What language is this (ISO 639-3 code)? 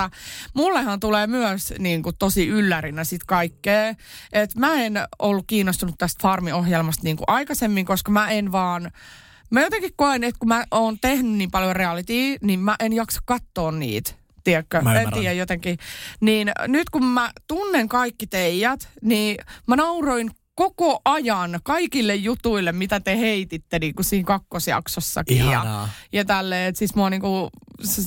fin